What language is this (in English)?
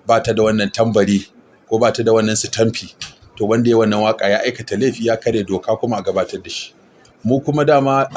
Hausa